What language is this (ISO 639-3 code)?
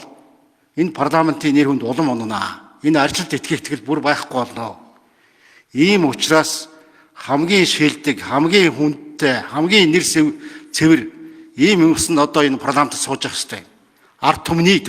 mon